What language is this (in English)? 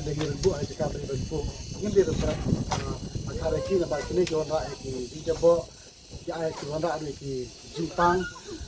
Khasi